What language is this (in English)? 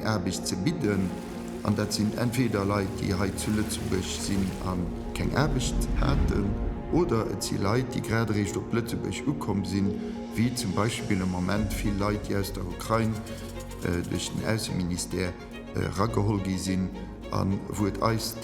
Luxembourgish